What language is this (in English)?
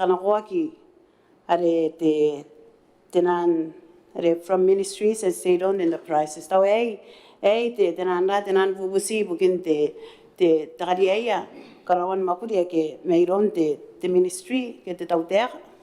Gilbertese